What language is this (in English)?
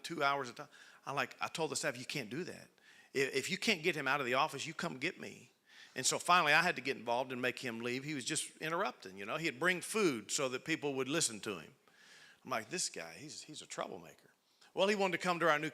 English